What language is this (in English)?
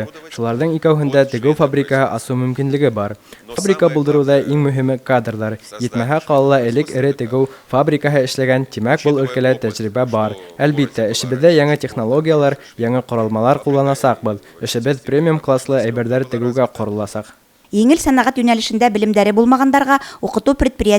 Bashkir